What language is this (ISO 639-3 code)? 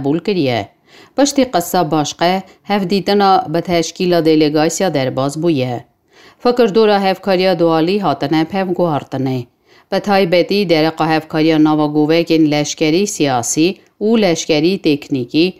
kur